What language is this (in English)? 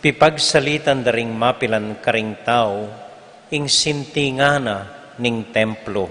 Pampanga